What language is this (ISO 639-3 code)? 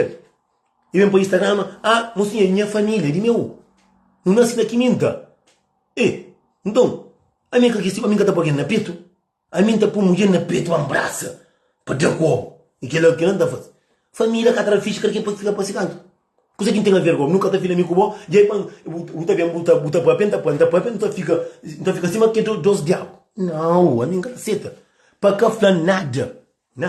kea